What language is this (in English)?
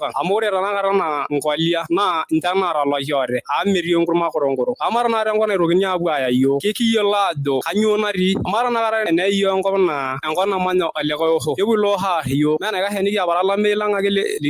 Masai